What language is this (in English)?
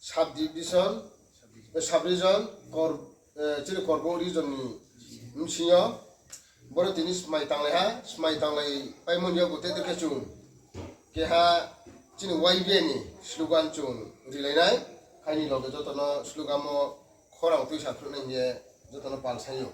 Riang (India)